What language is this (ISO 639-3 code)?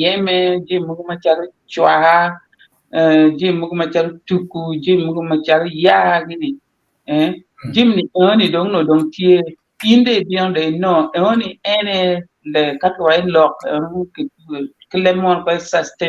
ach